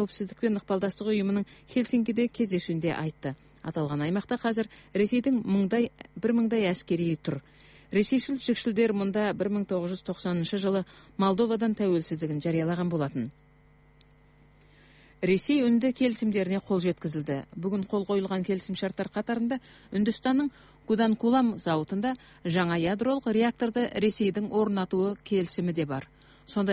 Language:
Kazakh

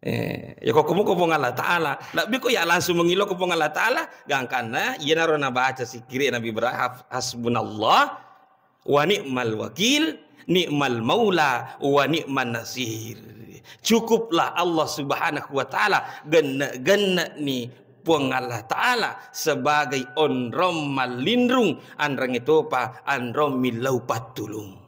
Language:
Buginese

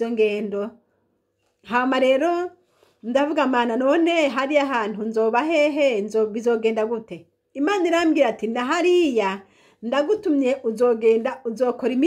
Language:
Rundi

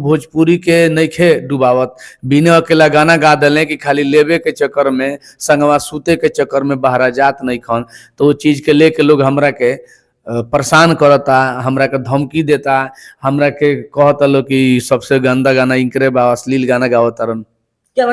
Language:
Bhojpuri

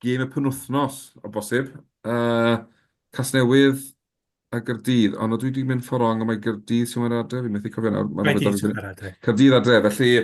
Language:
Welsh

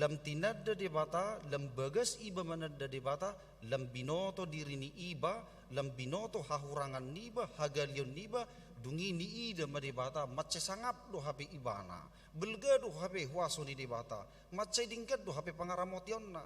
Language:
Batak Toba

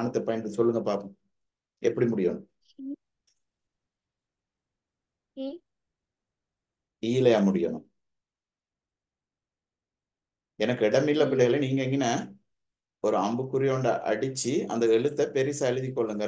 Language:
Tamil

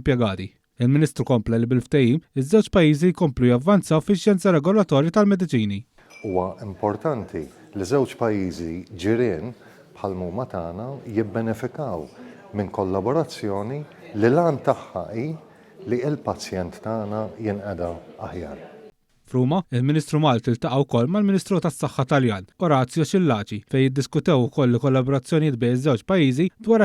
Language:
Maltese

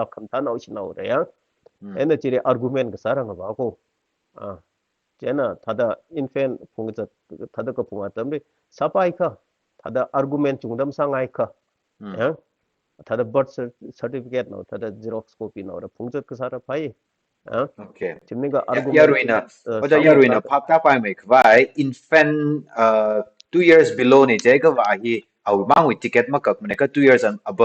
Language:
Tangkhul Naga (India)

